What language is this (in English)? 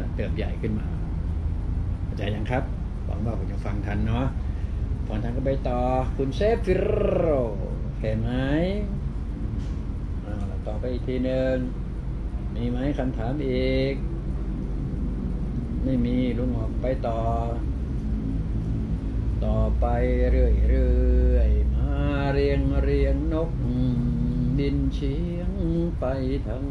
Thai